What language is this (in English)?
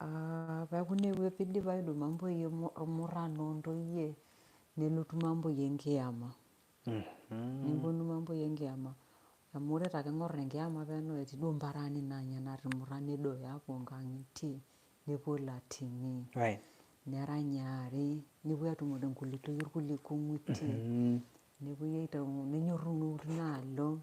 Masai